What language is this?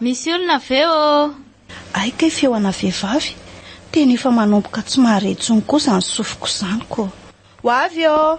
Malagasy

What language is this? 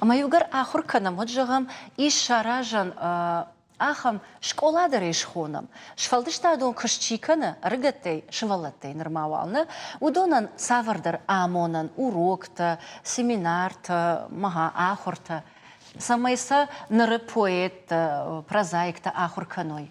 Ossetic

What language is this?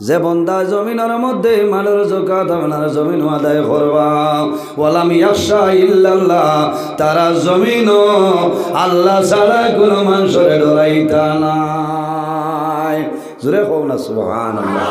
Sylheti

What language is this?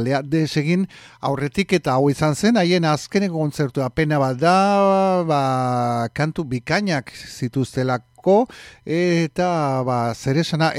Basque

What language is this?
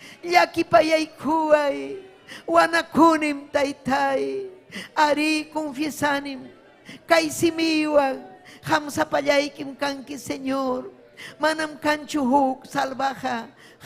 Ayacucho Quechua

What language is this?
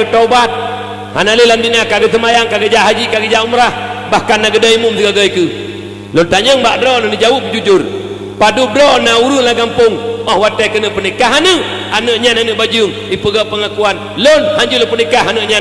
Achinese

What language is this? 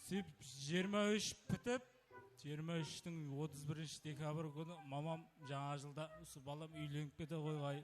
Kara-Kalpak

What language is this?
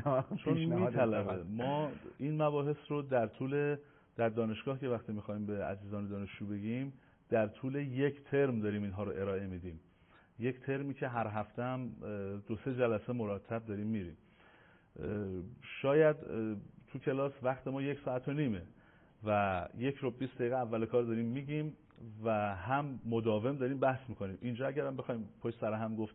Persian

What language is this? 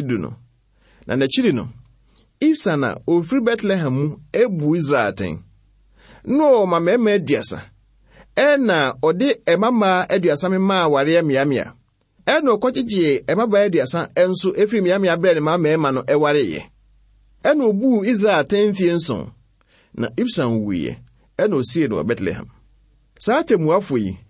Akan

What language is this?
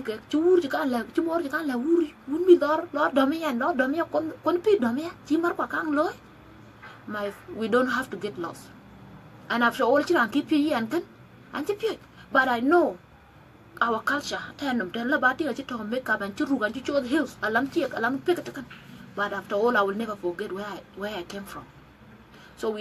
Dinka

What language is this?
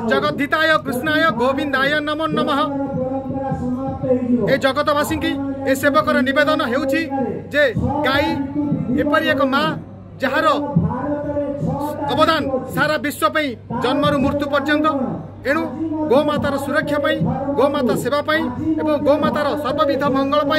Odia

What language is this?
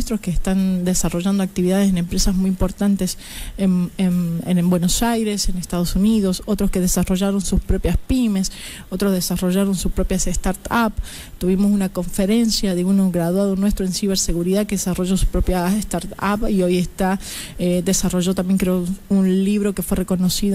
Spanish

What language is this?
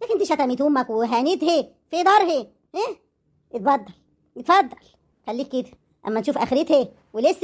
Egyptian Arabic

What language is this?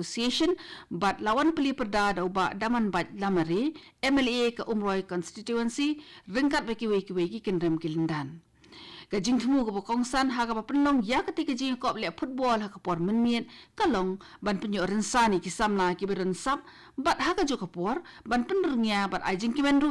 Khasi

